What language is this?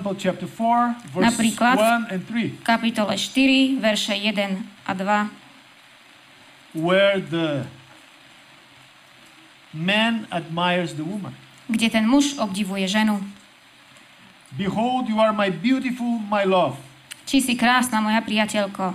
Slovak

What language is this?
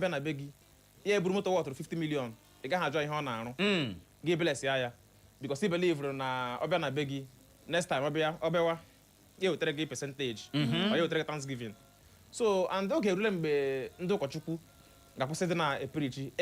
Igbo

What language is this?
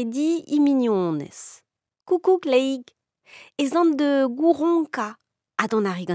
Breton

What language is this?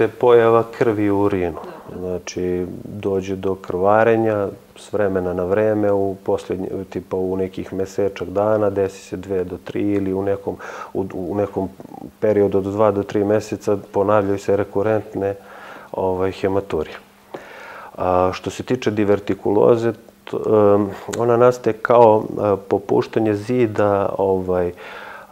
Serbian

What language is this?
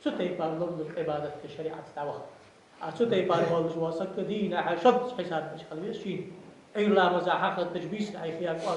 Ingush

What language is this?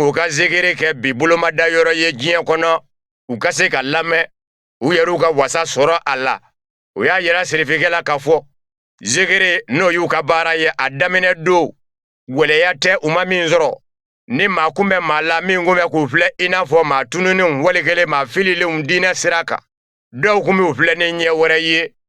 Bambara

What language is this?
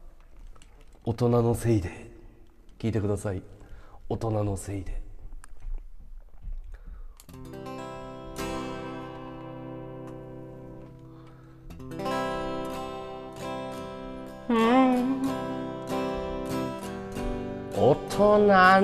Japanese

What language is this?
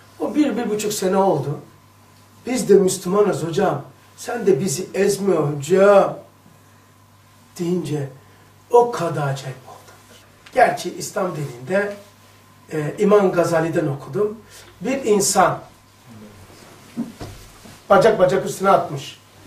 Turkish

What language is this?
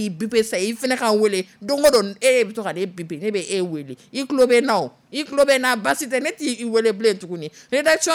Dyula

